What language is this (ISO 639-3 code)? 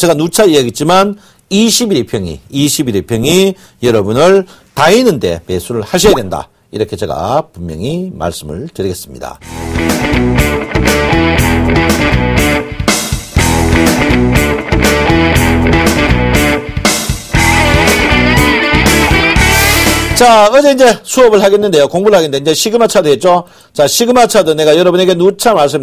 kor